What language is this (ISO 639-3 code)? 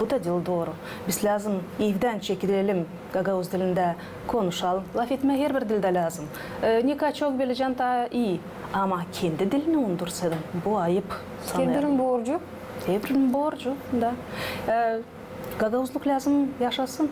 gag